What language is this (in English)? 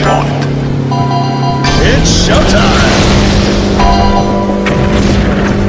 English